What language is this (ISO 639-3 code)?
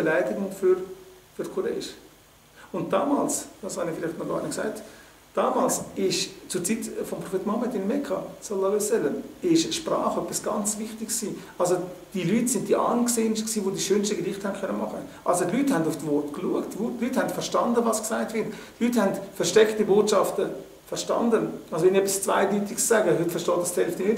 gsw